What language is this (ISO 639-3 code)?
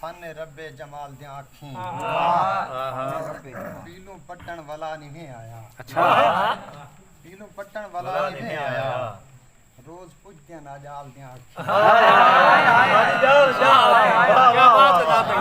skr